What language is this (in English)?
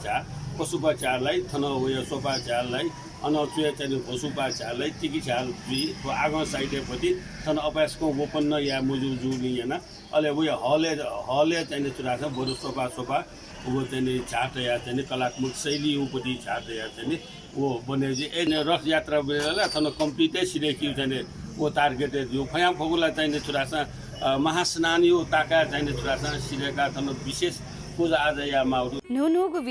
Newari